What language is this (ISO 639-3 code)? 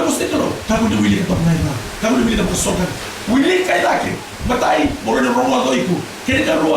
fij